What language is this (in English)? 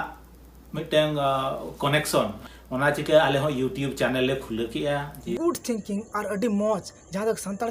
Santali